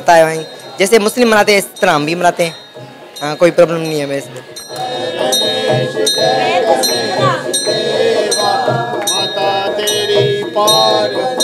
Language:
Hindi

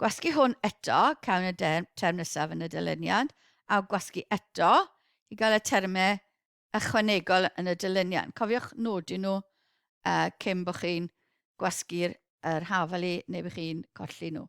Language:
Welsh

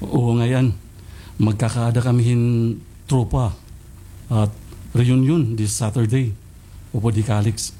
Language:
Waray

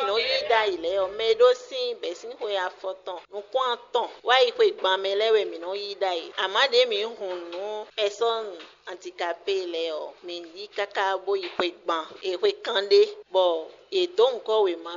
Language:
Fon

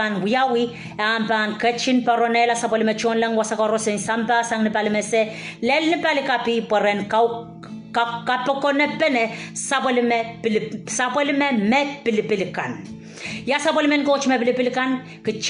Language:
Pohnpeian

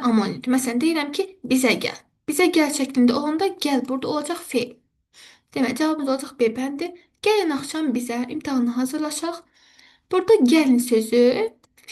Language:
Azerbaijani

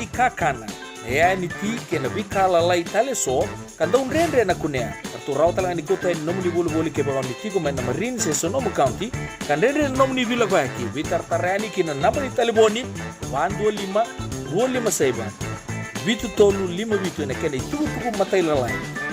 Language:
Fijian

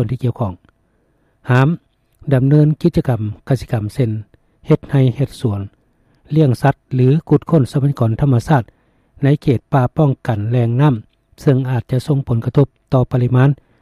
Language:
Lao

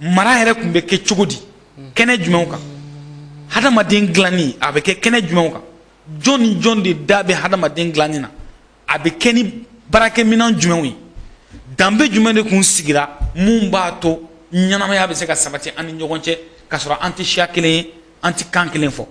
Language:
Bambara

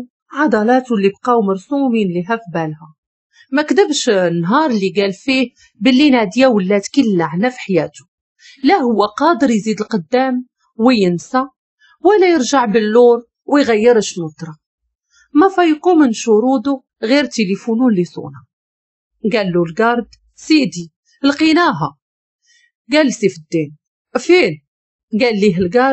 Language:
Moroccan Arabic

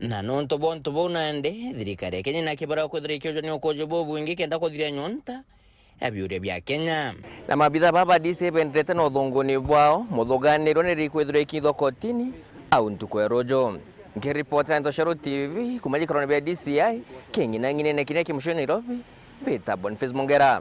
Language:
Meru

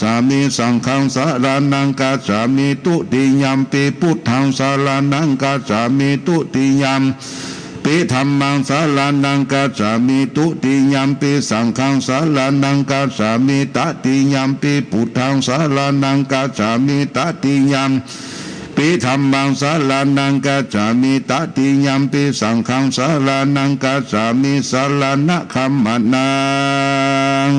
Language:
Pali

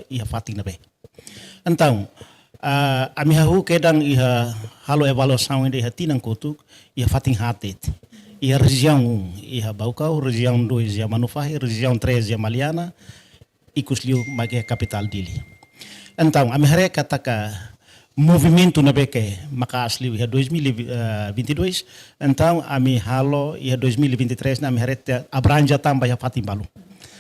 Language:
Tetum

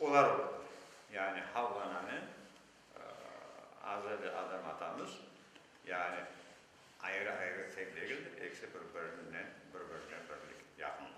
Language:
Crimean Tatar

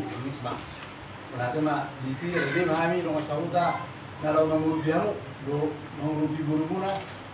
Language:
Batak Toba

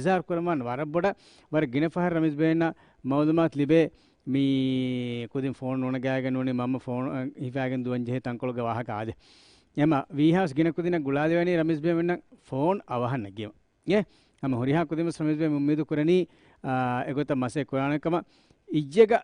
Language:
Divehi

